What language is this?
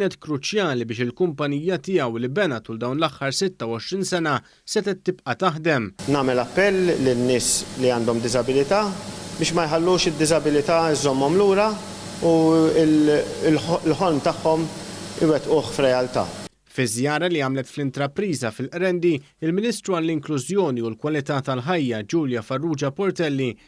Maltese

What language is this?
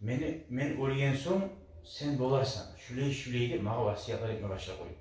Kumyk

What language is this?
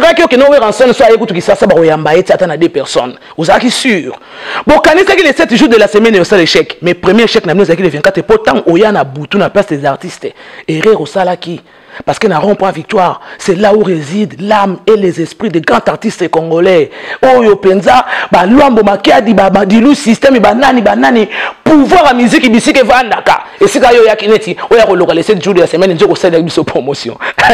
Lingala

